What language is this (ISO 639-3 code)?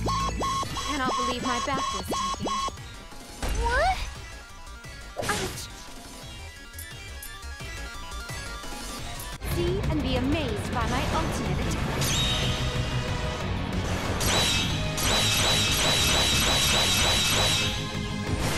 eng